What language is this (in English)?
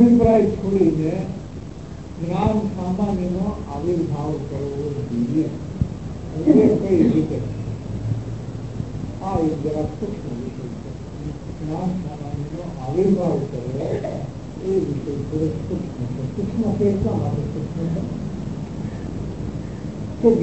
Gujarati